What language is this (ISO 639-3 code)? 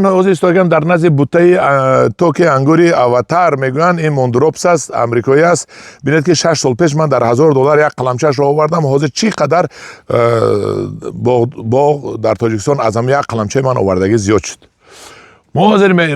tgk